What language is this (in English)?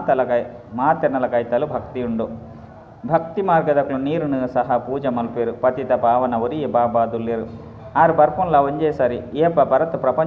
Tulu